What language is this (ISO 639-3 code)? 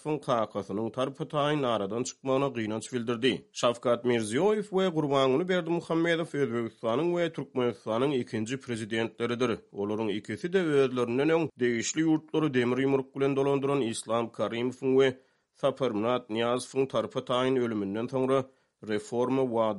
tuk